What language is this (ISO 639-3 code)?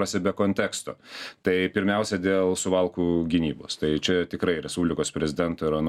lit